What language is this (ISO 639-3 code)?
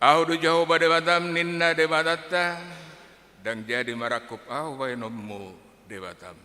bbc